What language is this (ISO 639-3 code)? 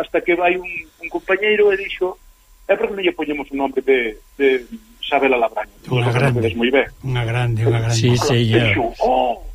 glg